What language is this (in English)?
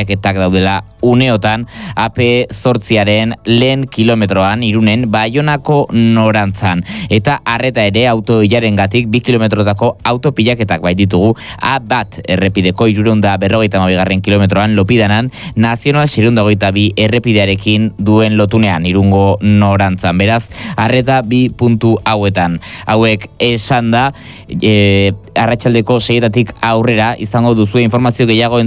Basque